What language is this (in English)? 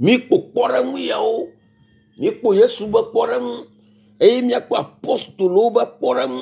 Ewe